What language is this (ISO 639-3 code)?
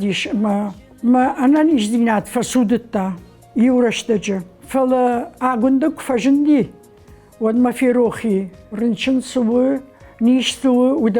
oss